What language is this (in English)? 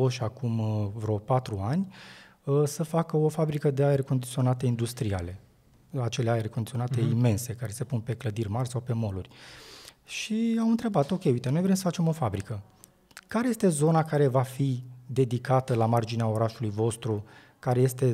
Romanian